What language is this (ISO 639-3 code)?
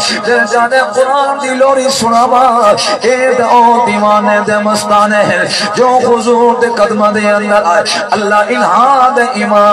skr